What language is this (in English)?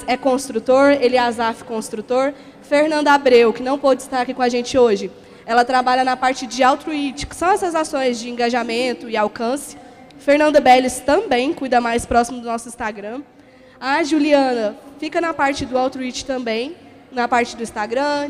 Portuguese